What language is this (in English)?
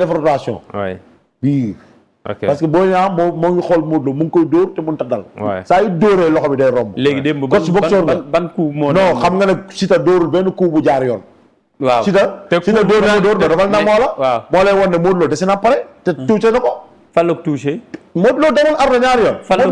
Wolof